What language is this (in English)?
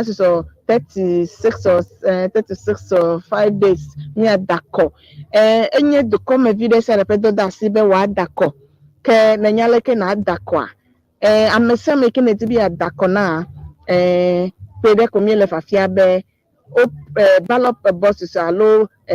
Ewe